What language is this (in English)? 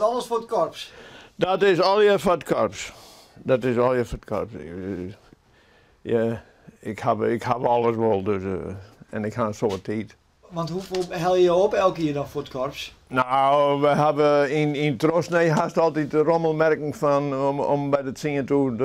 Western Frisian